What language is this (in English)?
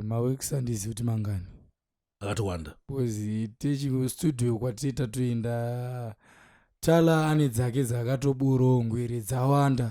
Shona